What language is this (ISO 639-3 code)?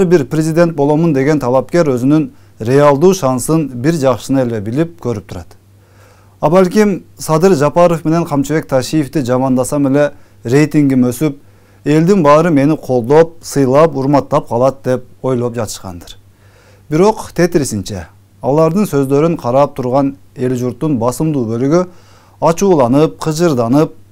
kir